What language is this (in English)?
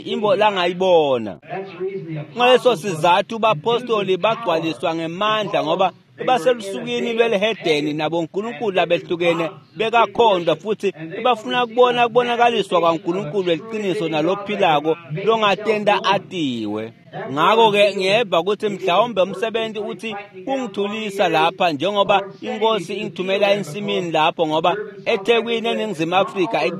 Swati